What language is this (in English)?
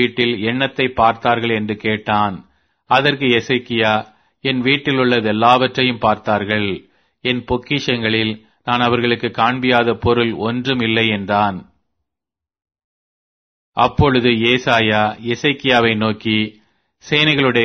Tamil